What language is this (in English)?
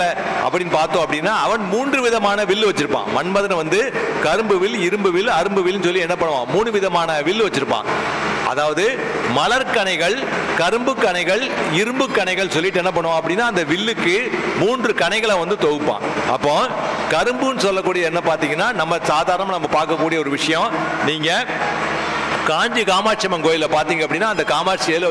Tamil